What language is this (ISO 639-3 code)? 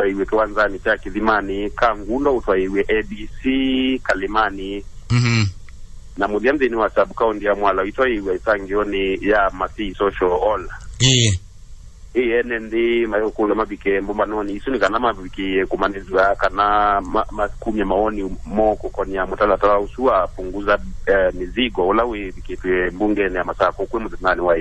kam